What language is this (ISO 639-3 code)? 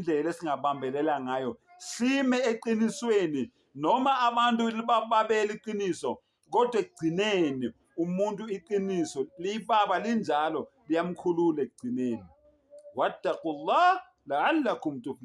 zul